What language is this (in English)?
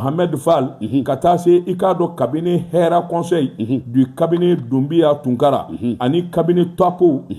Bambara